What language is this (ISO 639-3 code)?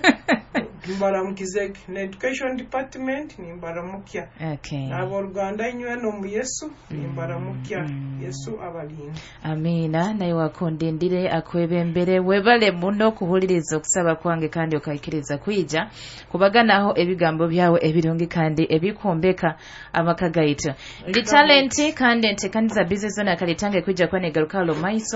nyo